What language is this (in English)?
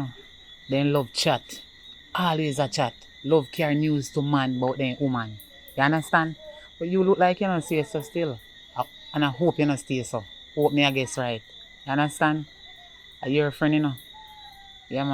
Jamaican Creole English